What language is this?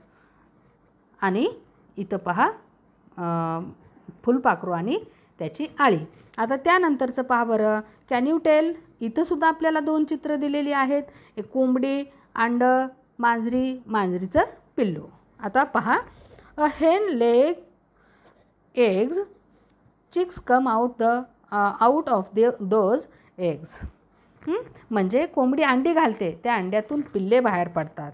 Marathi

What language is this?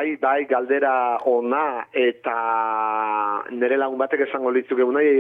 Basque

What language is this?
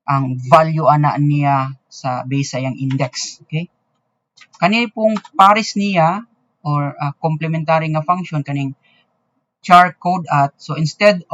Cebuano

